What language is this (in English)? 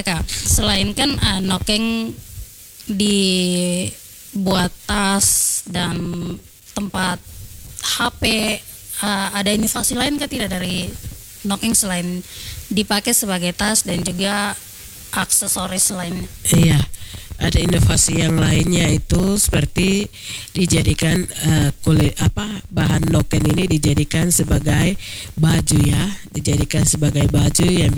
Indonesian